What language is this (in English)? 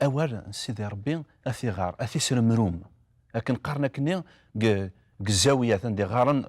Kabyle